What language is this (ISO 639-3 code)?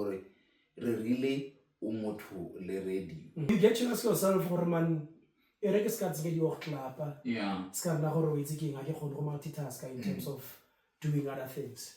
tsn